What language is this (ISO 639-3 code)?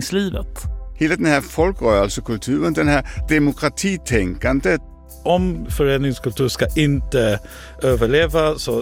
swe